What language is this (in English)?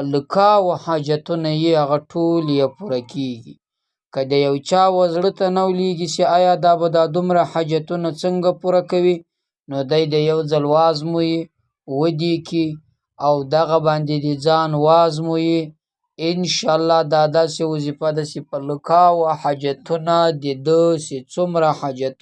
Pashto